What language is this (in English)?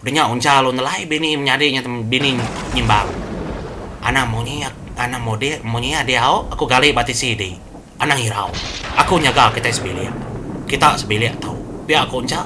Iban